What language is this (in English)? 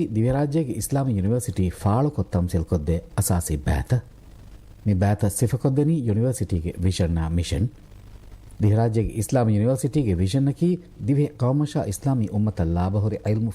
Divehi